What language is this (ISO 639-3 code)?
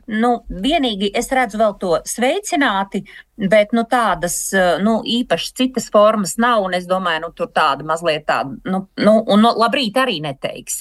lav